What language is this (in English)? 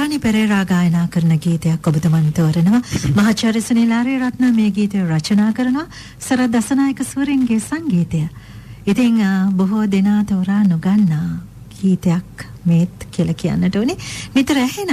Sinhala